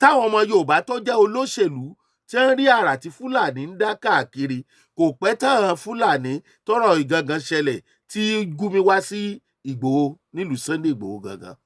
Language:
Yoruba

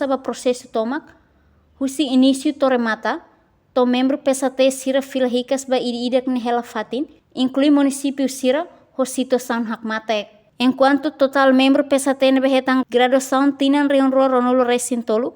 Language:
Tetum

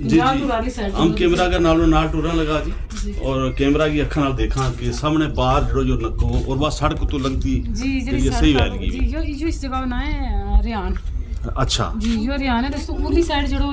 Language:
Gujari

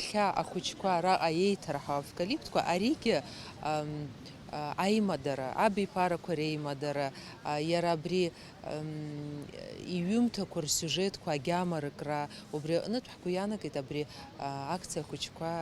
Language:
Abkhazian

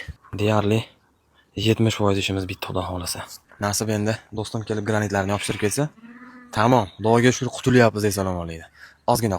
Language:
Uzbek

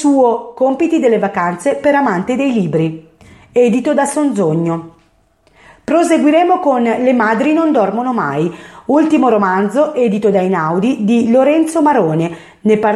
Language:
Italian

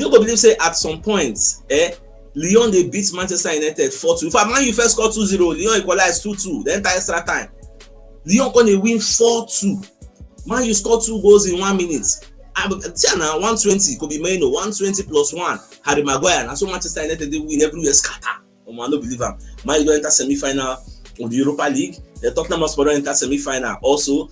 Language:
Nigerian Pidgin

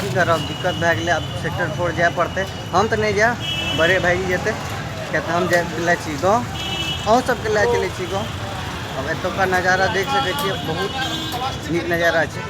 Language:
Maithili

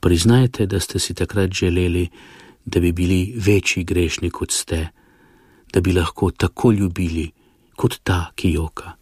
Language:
Slovenian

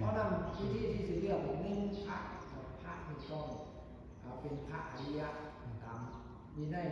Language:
Northeastern Thai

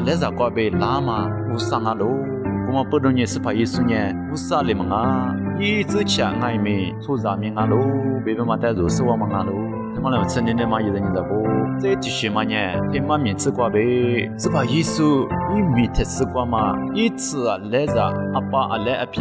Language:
Lisu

